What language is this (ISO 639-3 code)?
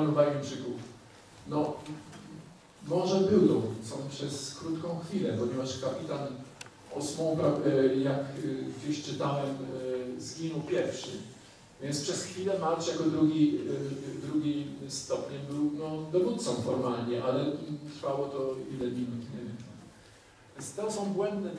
pol